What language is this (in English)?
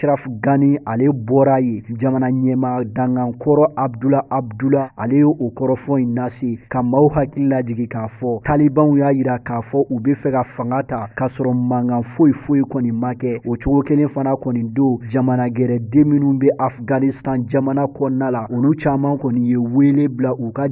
Bambara